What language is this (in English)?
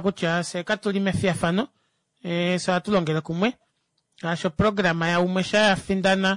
Kuanyama